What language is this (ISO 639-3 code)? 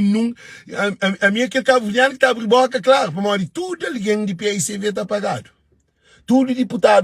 kea